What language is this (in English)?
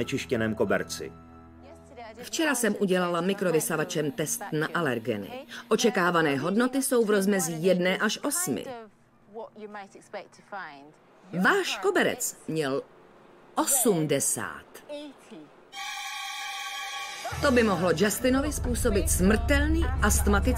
Czech